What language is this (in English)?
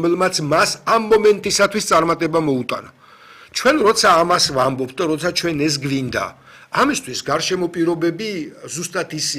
Georgian